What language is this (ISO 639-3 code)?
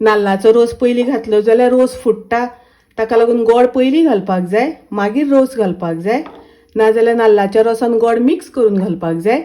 kok